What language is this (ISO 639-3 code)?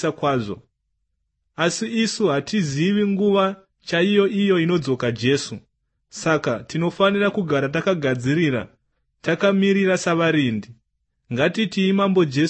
sna